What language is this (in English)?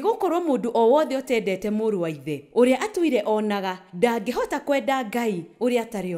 Kikuyu